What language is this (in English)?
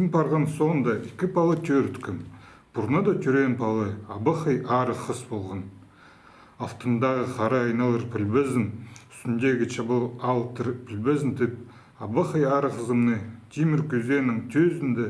Khakas